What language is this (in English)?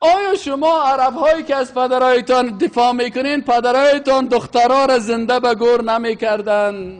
Persian